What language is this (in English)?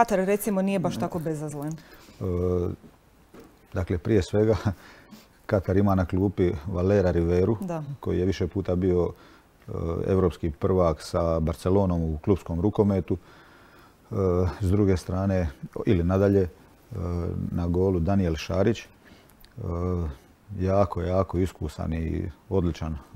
Croatian